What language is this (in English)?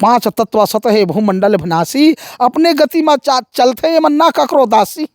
Chhattisgarhi